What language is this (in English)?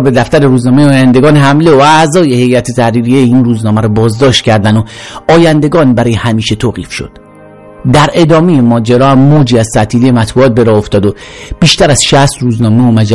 Persian